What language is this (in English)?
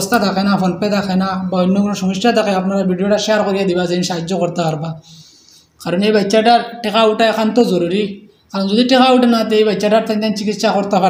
Sylheti